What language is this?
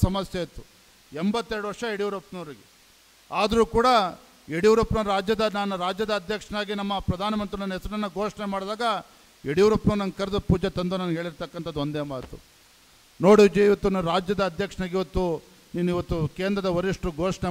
Kannada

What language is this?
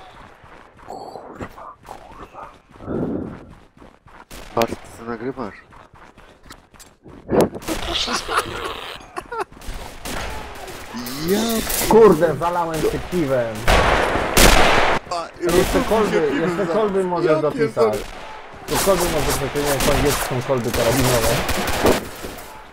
Polish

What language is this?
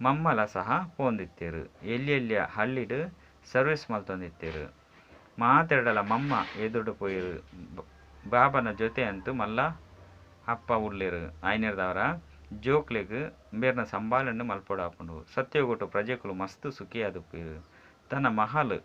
Tulu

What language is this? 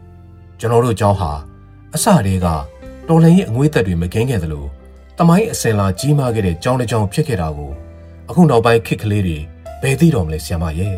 Burmese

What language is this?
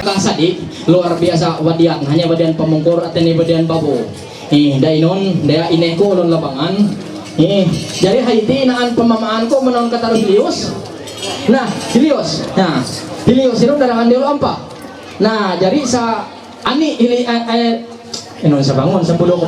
Ma'anyan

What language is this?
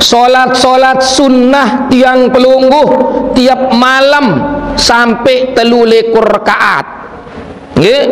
Sasak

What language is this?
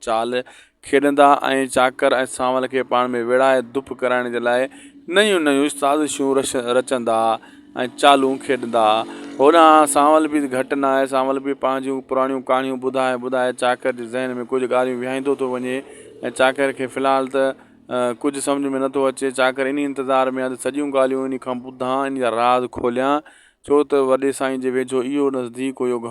Sindhi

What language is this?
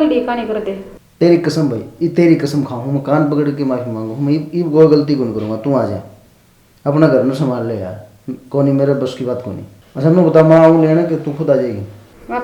Haryanvi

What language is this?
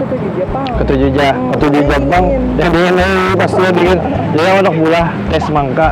Banjar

